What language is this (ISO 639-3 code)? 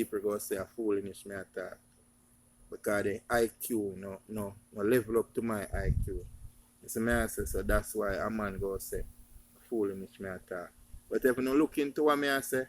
jam